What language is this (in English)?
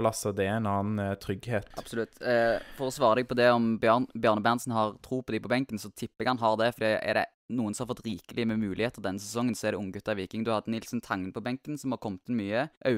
Norwegian